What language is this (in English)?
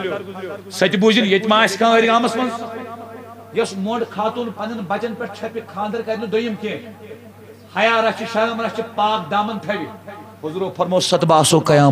Kashmiri